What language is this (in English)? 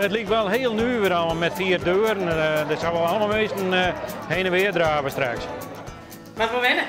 Western Frisian